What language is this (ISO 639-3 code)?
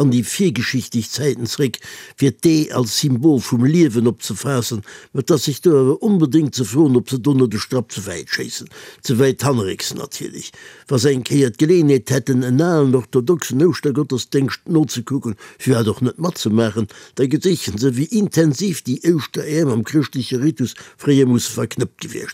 ltz